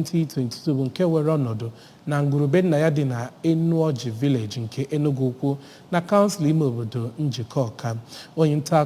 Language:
Igbo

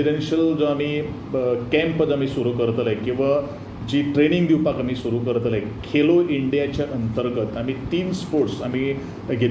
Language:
Konkani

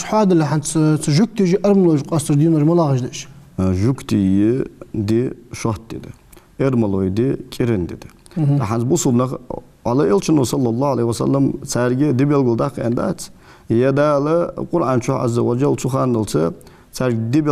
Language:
Ingush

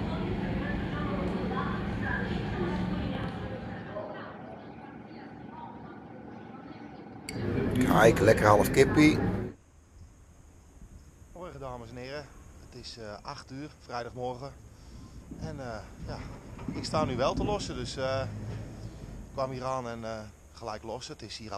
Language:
Dutch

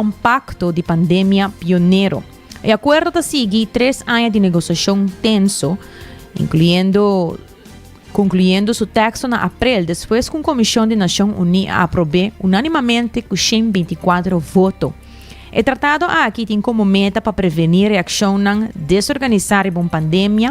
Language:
Papiamento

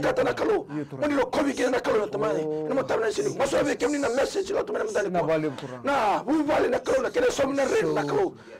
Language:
Fijian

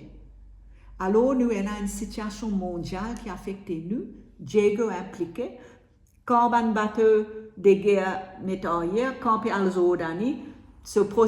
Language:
Morisyen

